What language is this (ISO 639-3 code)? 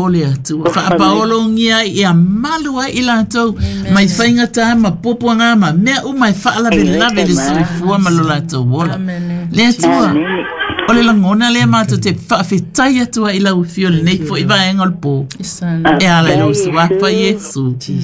smo